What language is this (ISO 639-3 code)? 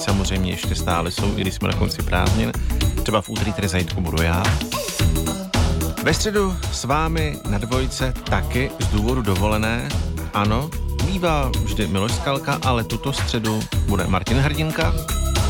ces